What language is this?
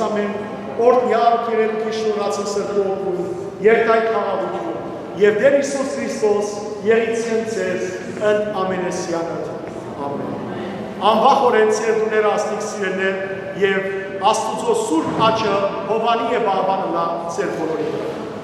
Western Armenian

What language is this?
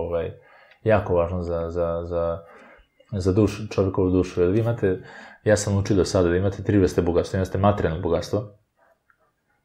Serbian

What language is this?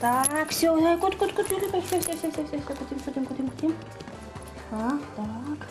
Udmurt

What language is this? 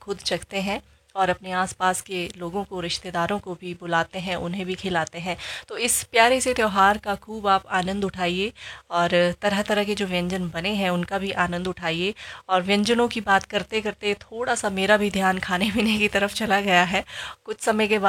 Hindi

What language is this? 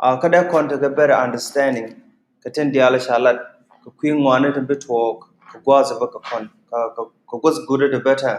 Nuer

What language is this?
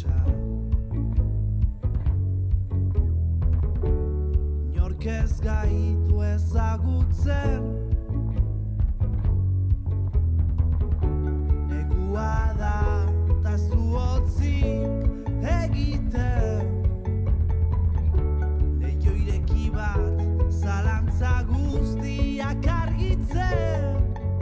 Basque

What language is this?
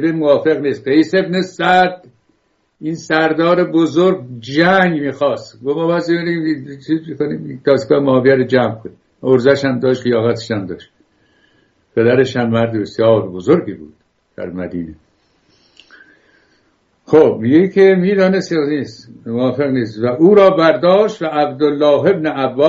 Persian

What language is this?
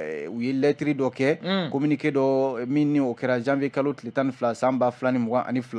Bambara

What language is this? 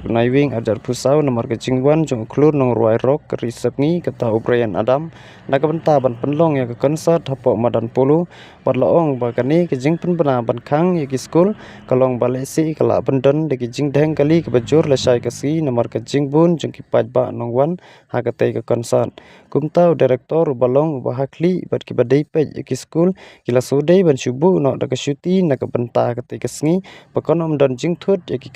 Khasi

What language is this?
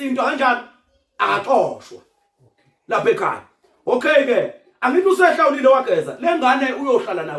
Zulu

